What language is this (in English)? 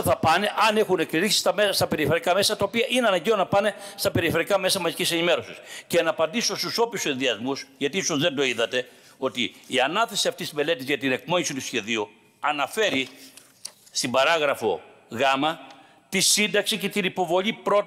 Greek